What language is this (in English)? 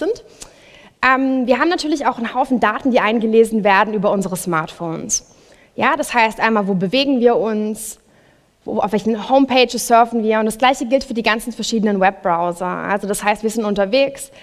German